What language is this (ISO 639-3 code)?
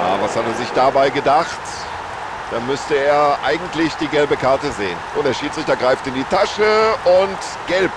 bar